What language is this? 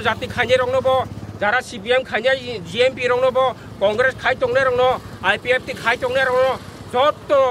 Kok Borok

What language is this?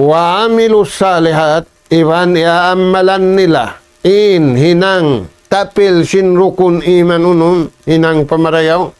Tausug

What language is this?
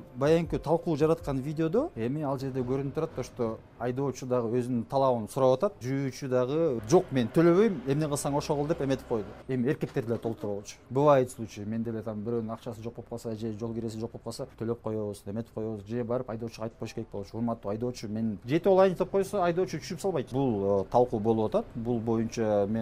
Kyrgyz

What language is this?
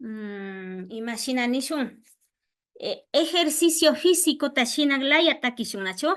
Imbabura Highland Quichua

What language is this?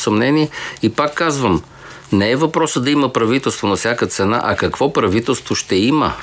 Bulgarian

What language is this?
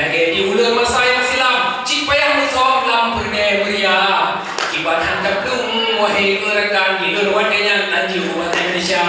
Achinese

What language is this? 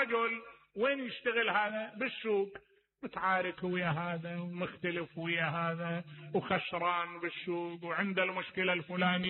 Mesopotamian Arabic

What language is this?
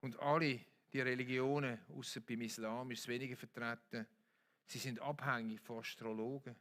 Swiss German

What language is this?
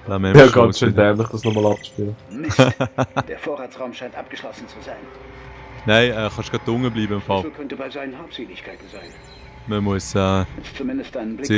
Swiss German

